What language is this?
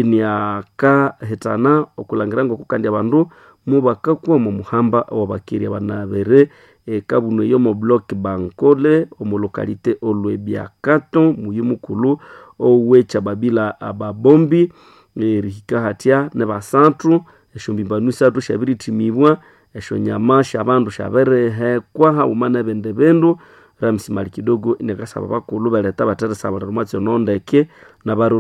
Nande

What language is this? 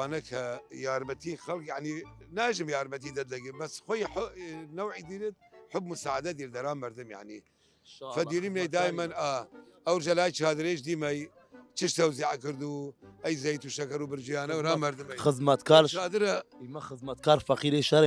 Southern Kurdish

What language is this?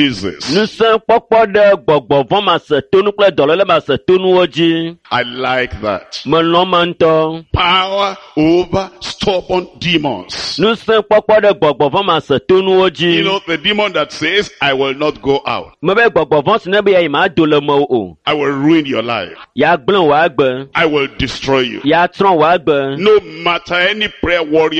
Ewe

